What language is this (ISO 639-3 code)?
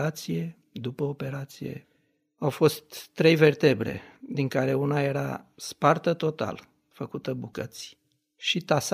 ron